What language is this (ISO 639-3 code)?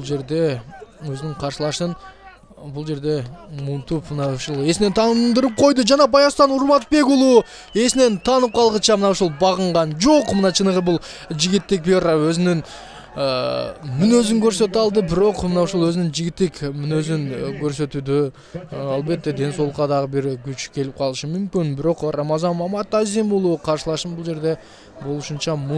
kir